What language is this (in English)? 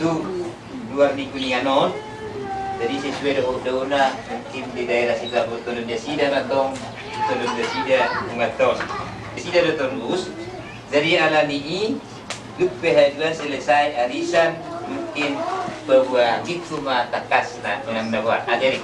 Batak Toba